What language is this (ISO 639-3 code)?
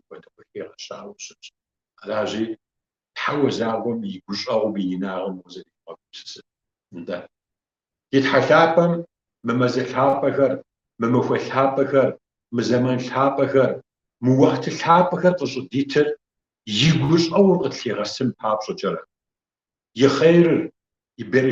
kbd